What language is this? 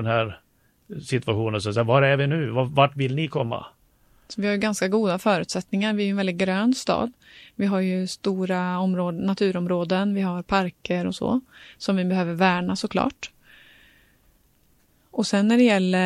Swedish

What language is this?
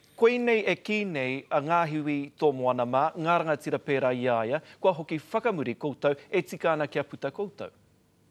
Māori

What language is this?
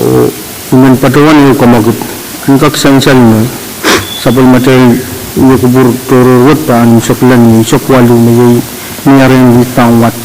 Pohnpeian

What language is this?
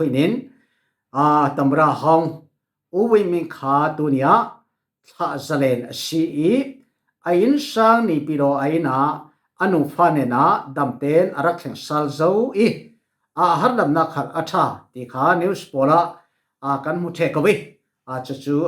Falam Chin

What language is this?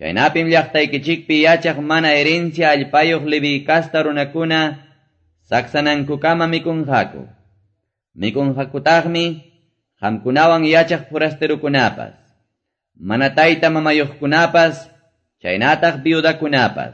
Quechua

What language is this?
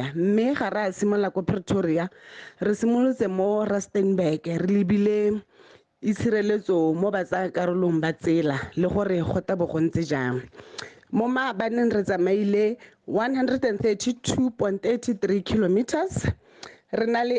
Tswana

